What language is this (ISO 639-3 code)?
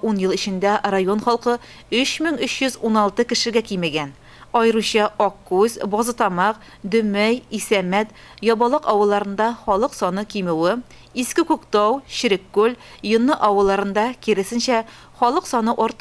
tat